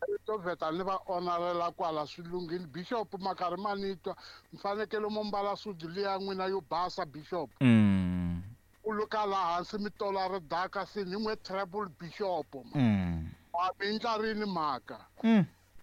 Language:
Tsonga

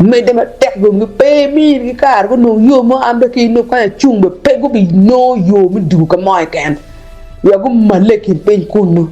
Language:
Acoli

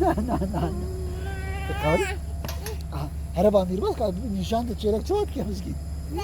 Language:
Kurdish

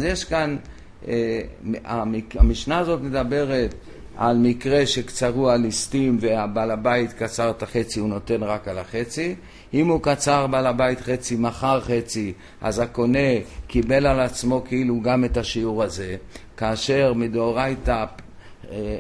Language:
Hebrew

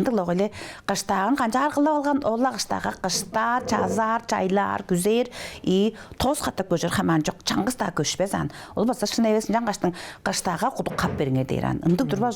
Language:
Tuvinian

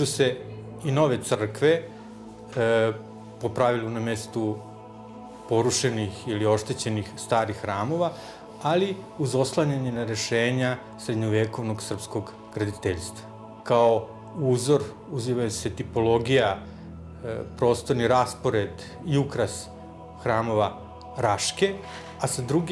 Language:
Serbian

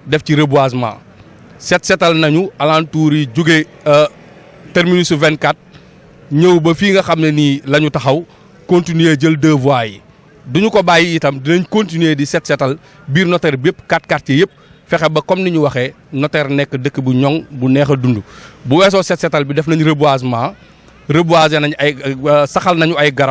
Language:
Wolof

